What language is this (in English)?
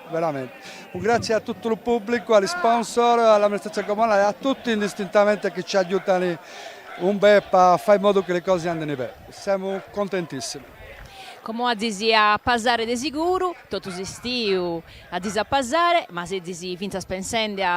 Sardinian